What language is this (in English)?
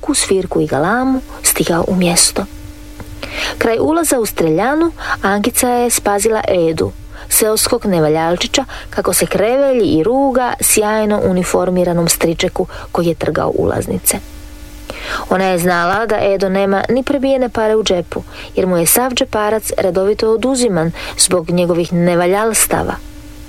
Croatian